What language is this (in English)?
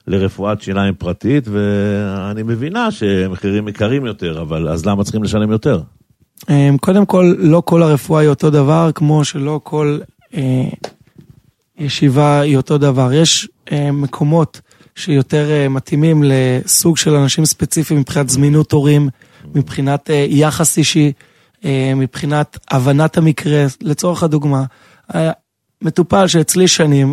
Hebrew